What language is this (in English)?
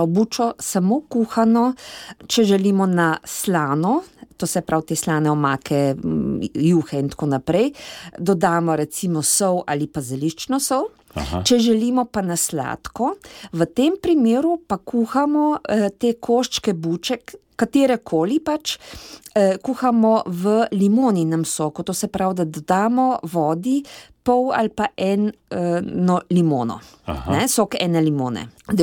Slovenian